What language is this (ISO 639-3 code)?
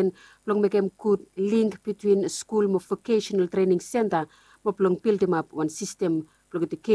bis